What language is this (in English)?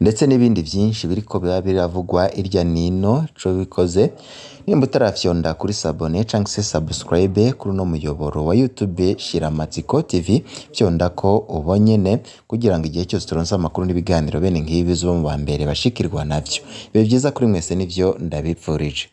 Rundi